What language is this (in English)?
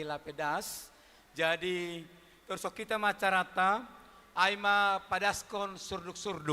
Batak Simalungun